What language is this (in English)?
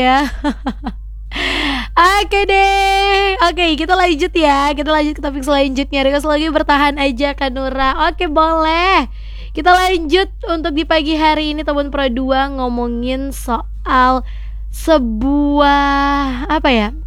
Indonesian